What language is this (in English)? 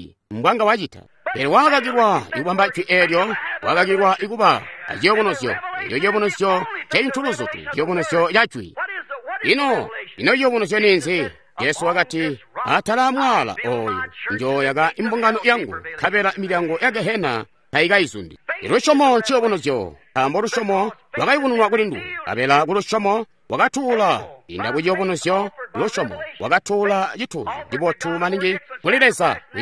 Tonga (Zambia)